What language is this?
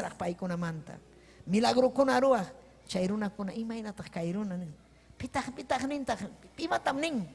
Ayacucho Quechua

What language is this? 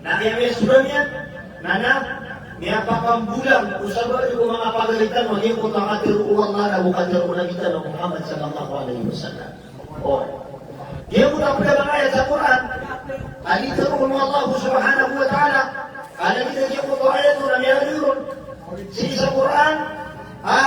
Maranao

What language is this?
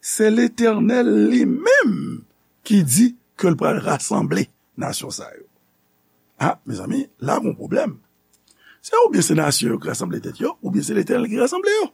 Haitian Creole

